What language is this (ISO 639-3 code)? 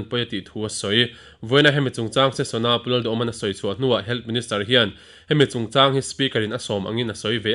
lus